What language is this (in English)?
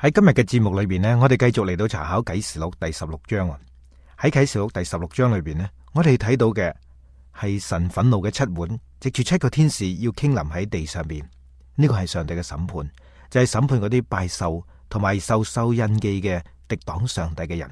Cantonese